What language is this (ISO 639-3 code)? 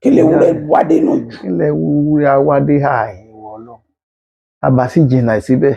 yor